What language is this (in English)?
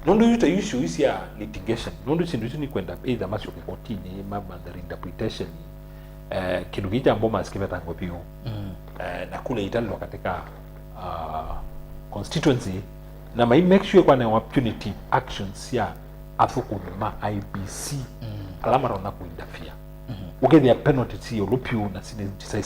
Kamba